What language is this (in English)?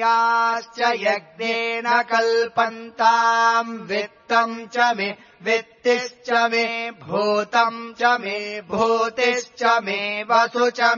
Sanskrit